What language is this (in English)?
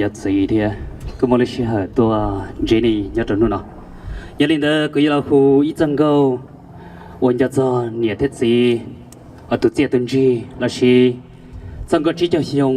Hmong